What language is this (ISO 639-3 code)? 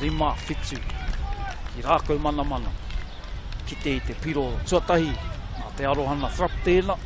mri